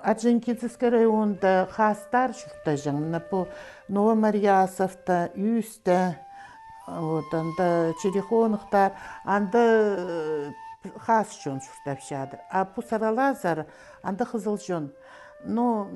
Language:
Khakas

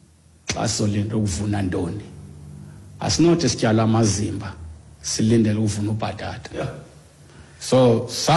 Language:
Xhosa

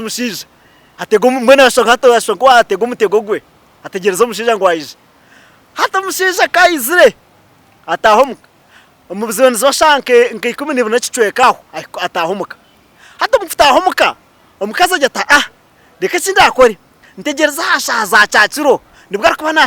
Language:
Nyankole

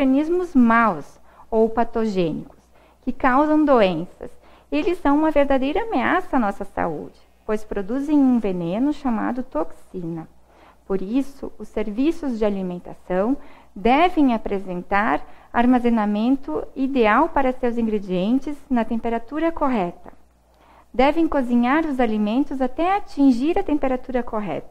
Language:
Portuguese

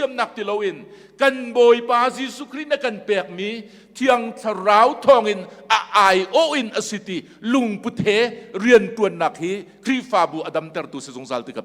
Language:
Hakha Chin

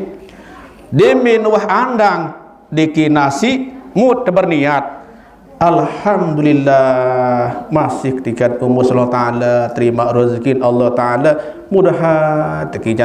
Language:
Sasak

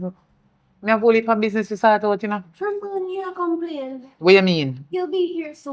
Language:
Jamaican Creole English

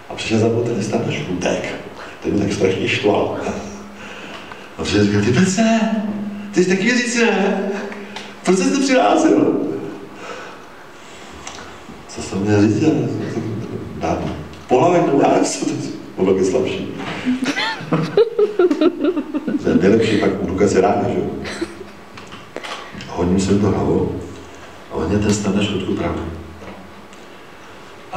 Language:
Czech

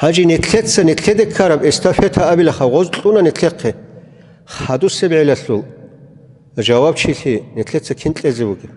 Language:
Avaric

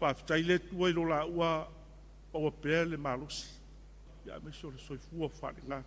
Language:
Samoan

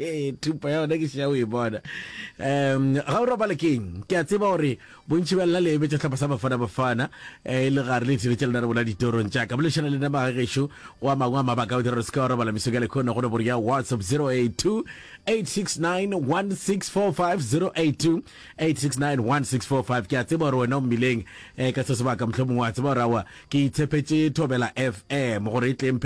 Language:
Northern Sotho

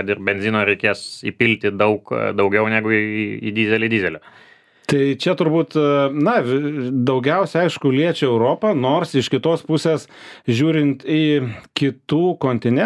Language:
Lithuanian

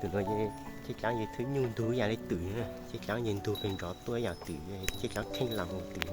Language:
Hmong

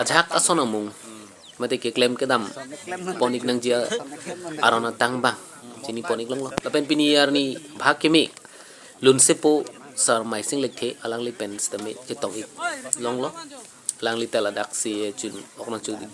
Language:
Karbi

